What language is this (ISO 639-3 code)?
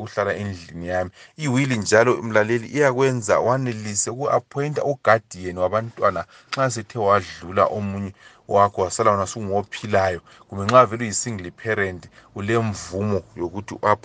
nde